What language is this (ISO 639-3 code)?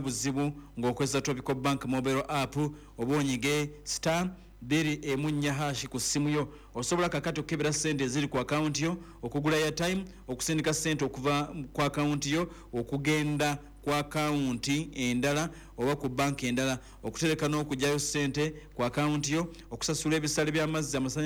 lug